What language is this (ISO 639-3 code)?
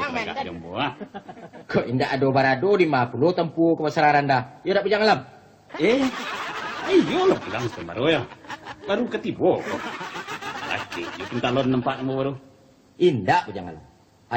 min